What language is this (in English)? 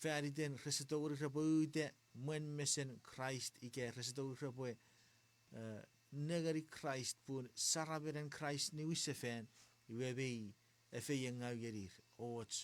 Chuukese